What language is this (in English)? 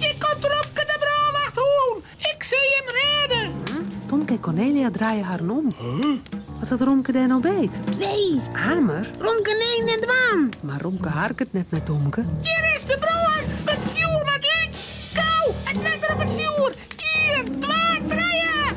Western Frisian